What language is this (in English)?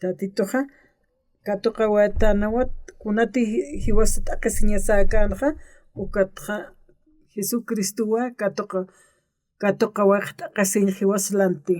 Aymara